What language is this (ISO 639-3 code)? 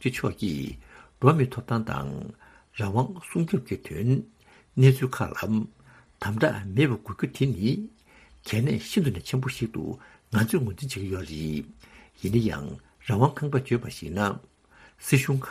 bod